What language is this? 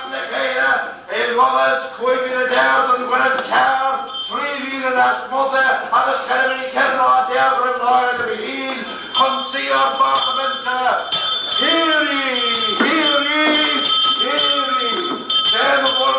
Irish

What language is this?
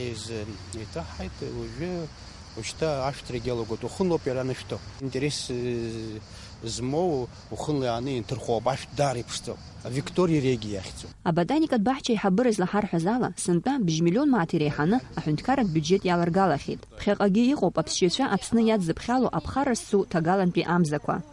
Abkhazian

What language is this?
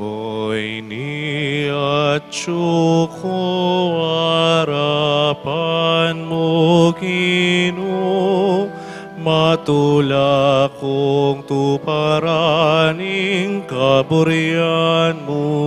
Pampanga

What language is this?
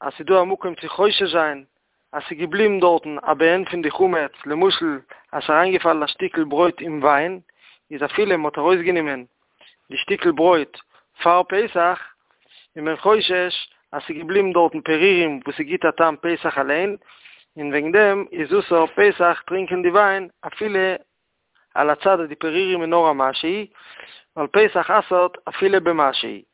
Yiddish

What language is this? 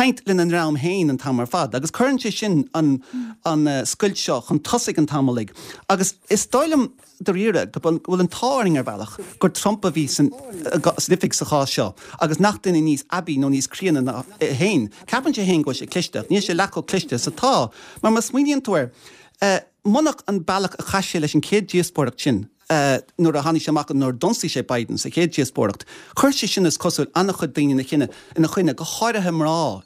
Irish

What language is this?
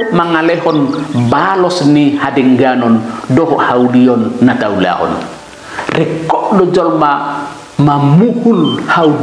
Batak Toba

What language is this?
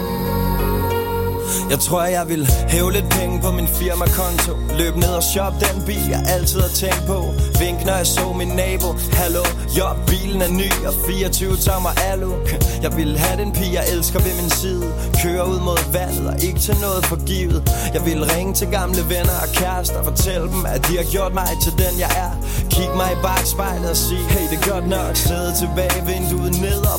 Danish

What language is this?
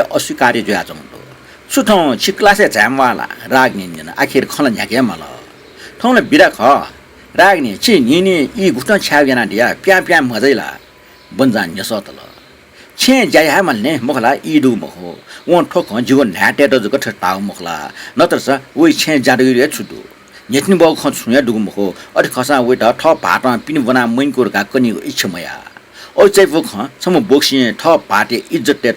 Newari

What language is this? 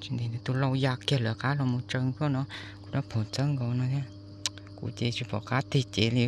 Hmong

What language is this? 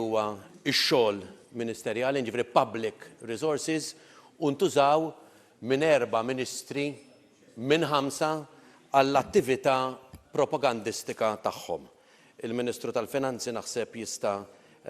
Maltese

